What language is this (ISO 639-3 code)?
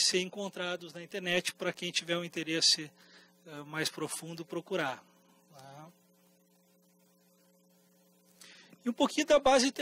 por